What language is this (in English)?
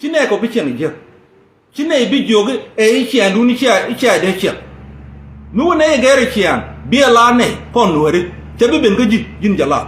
Nuer